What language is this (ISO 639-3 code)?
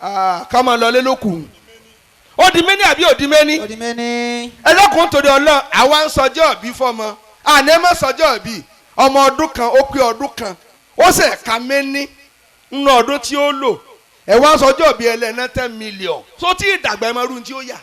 yor